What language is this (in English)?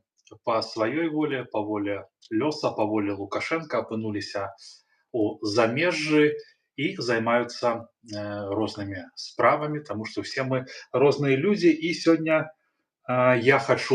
Belarusian